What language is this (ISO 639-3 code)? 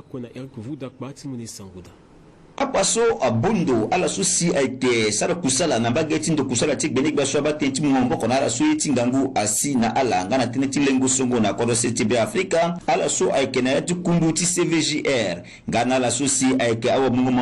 sag